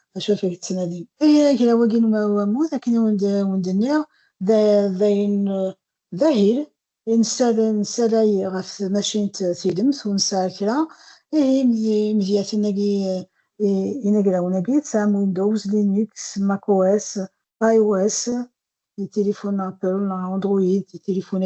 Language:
Kabyle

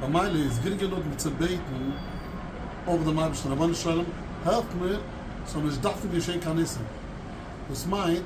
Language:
Yiddish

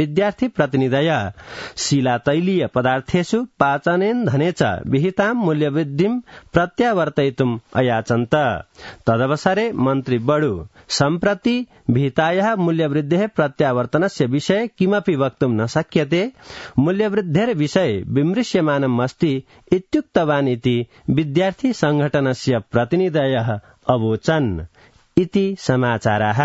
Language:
Sanskrit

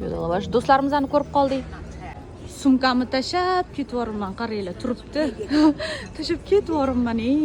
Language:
Uzbek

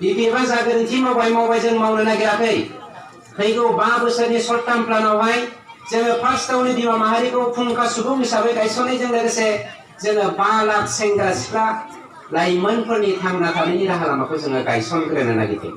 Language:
Bodo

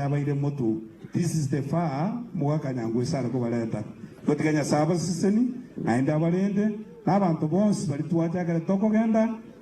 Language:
Gusii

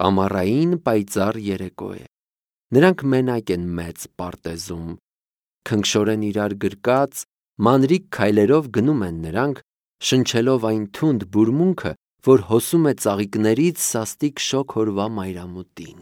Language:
Armenian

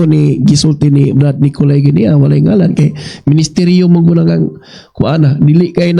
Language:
Cebuano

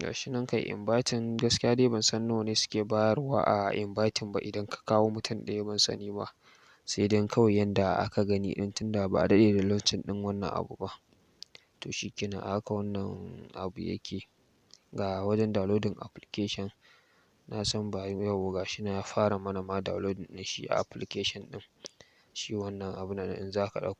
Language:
Hausa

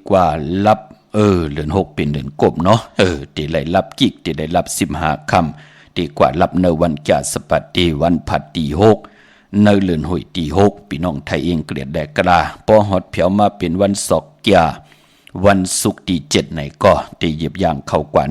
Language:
Shan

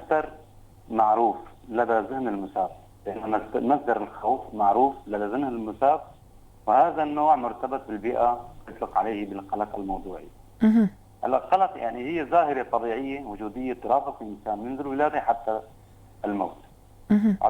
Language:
North Levantine Arabic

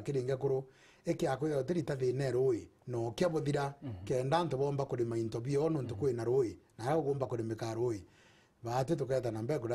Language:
Meru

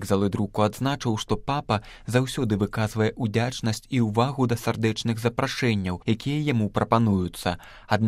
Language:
Belarusian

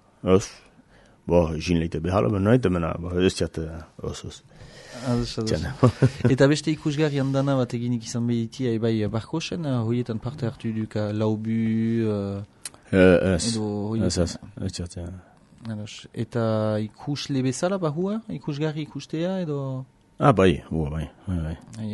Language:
Basque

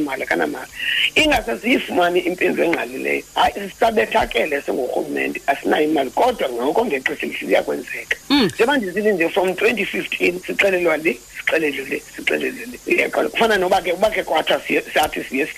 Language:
Xhosa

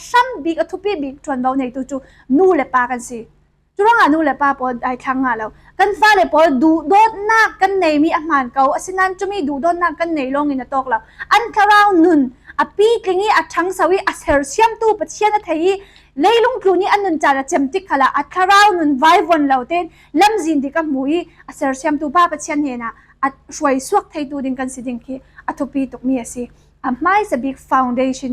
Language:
Falam Chin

